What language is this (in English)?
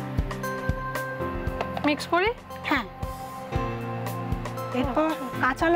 Bangla